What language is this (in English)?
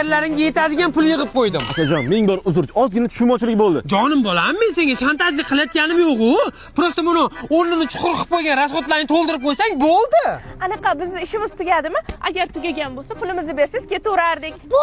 Uzbek